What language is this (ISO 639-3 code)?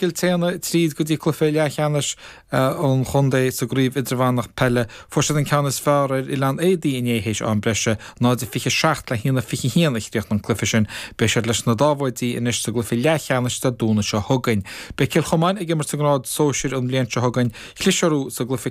gle